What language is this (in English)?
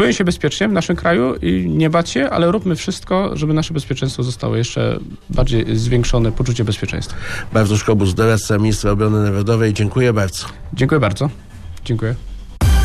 Polish